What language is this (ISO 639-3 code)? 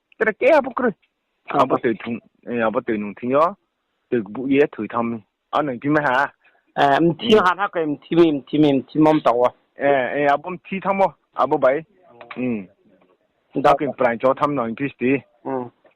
ria